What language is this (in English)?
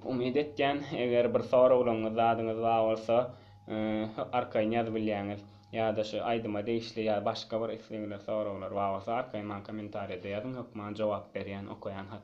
Turkmen